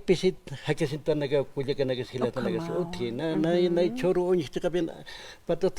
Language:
Aymara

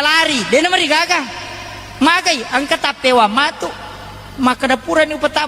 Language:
Buginese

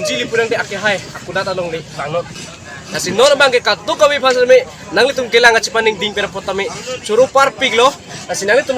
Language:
Karbi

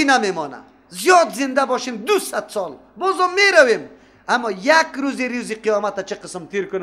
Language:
Persian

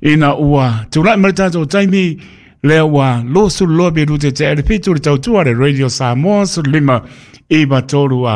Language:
Samoan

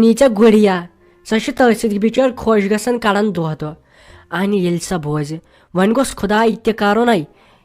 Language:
Kashmiri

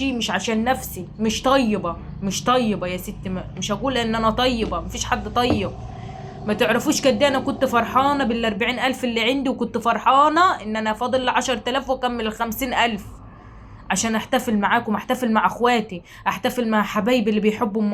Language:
Egyptian Arabic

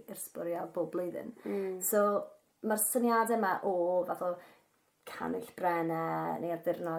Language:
Welsh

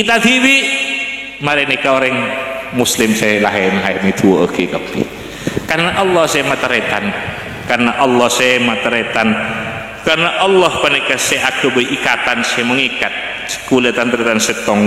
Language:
Madurese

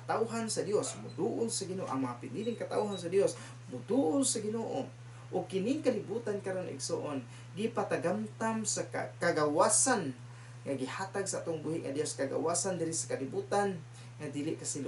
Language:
Cebuano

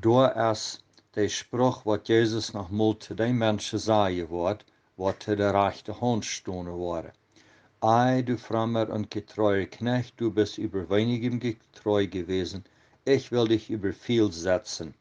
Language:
Plautdietsch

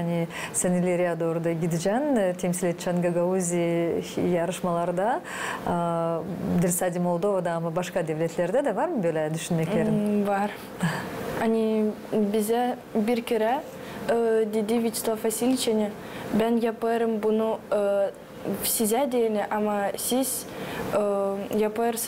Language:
Gagauz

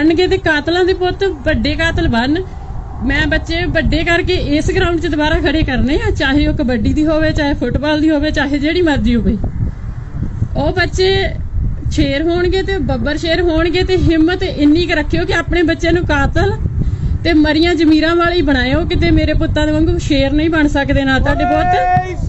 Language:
Punjabi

